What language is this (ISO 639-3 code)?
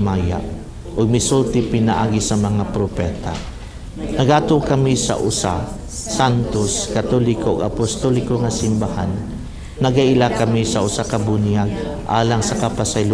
ceb